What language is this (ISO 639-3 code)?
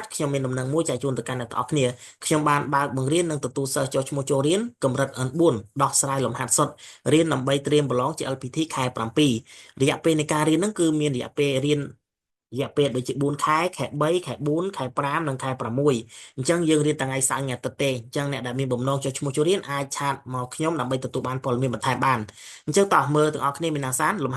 khm